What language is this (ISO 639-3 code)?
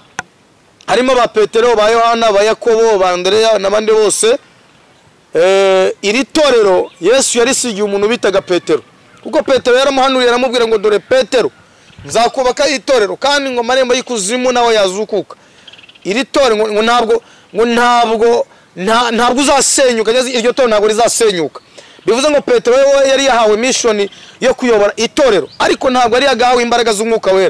kin